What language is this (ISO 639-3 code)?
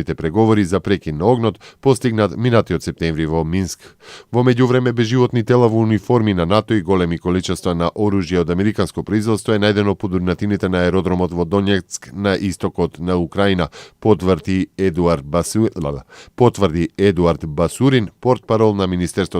mkd